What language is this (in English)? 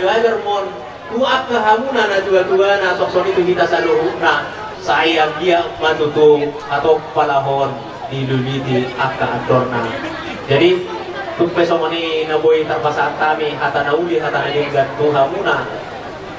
Batak Toba